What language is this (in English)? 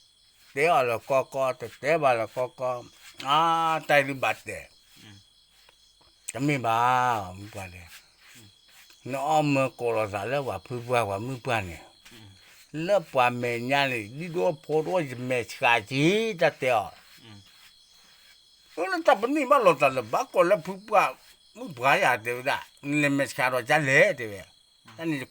S'gaw Karen